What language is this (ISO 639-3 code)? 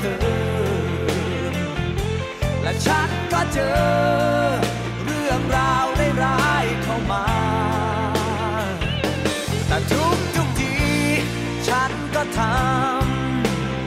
tha